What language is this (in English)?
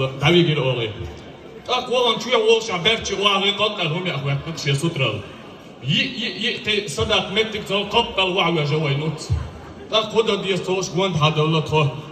Chechen